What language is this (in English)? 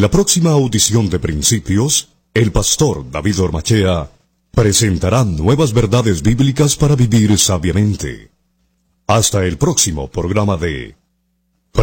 Spanish